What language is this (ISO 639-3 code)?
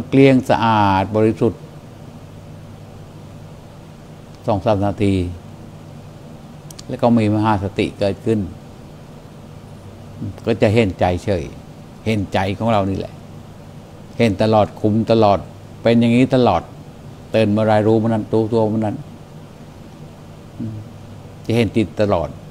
tha